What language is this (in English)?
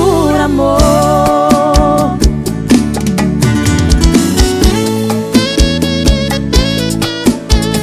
Portuguese